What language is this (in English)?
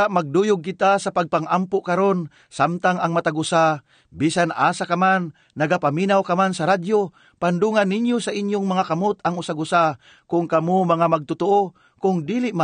Cebuano